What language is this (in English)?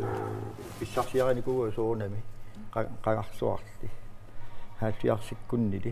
Kalaallisut